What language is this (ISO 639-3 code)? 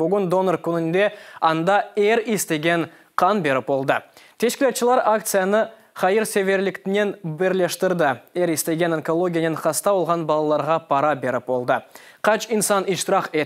crh